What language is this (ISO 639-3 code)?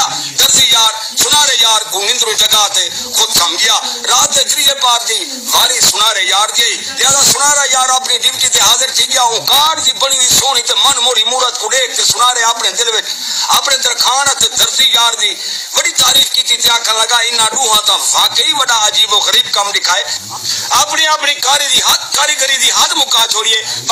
skr